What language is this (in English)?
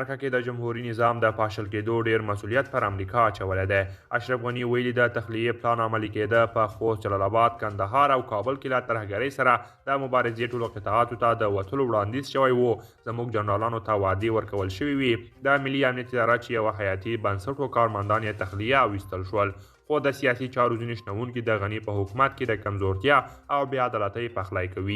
Pashto